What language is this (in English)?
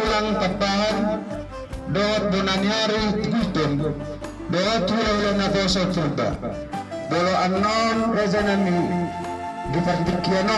Batak Toba